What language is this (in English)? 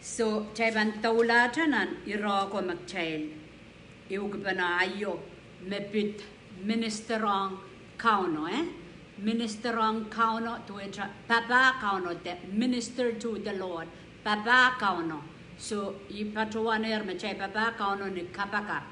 Pohnpeian